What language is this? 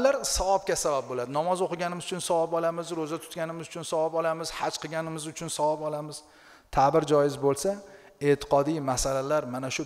Uzbek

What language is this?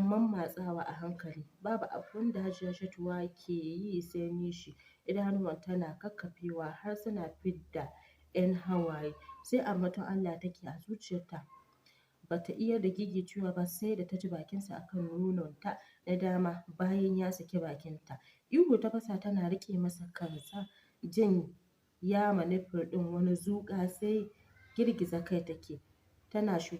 Hausa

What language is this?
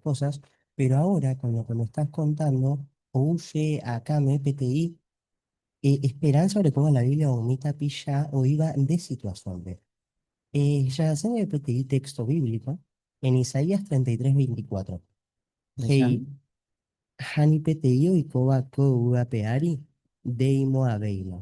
Guarani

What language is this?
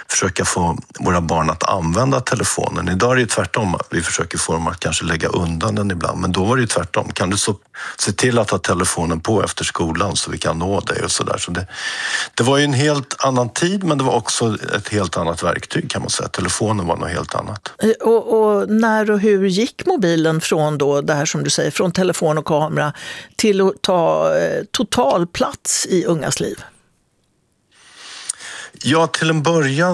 Swedish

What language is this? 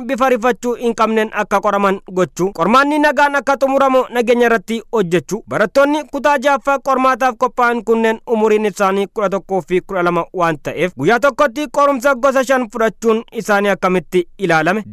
Oromo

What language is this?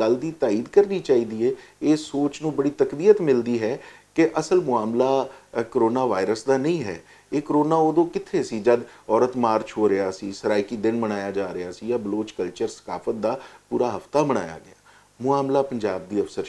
Western Panjabi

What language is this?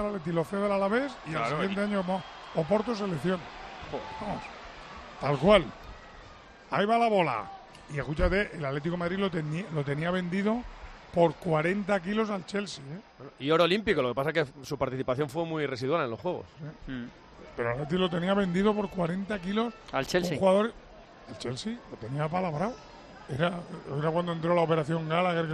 Spanish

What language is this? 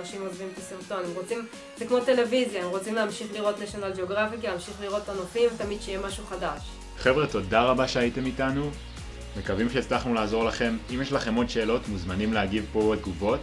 Hebrew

